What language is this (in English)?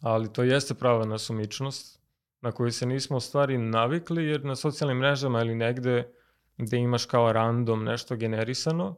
Serbian